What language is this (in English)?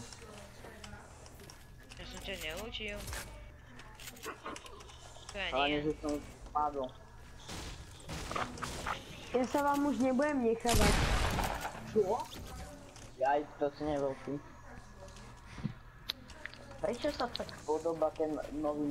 Slovak